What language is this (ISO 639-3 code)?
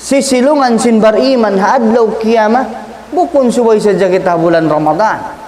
tsg